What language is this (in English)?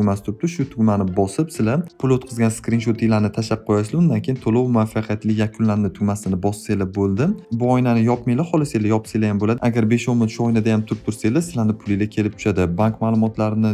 Uzbek